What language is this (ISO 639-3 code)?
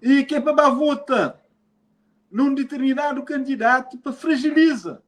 kea